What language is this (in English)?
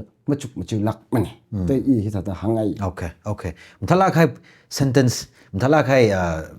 Tangkhul Naga (India)